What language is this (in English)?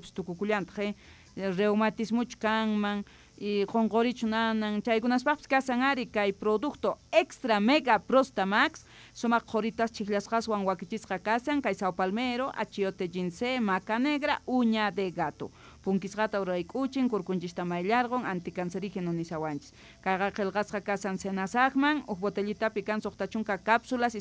South Bolivian Quechua